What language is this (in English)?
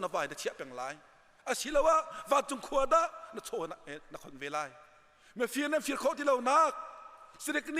Hakha Chin